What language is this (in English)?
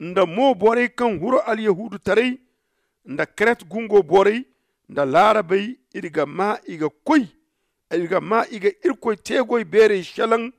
Zarma